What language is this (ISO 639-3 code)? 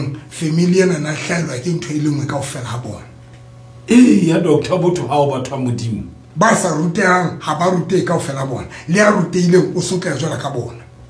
sot